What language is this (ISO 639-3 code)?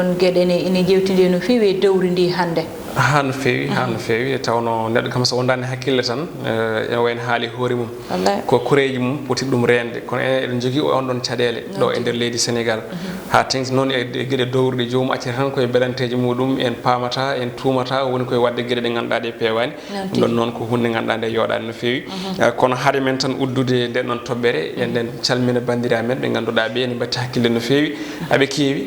ful